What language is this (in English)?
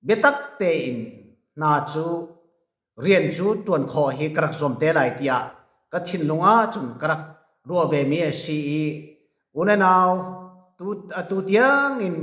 Falam Chin